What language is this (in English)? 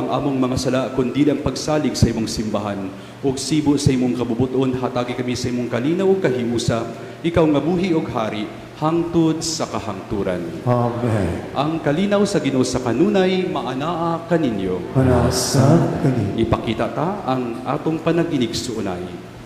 Cebuano